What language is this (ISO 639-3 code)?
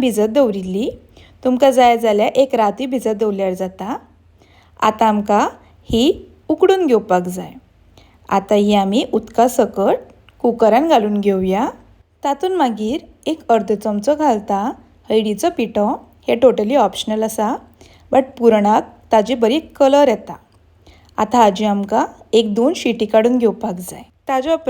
kok